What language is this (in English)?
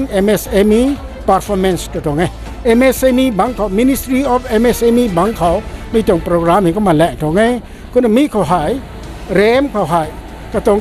Rongmei Naga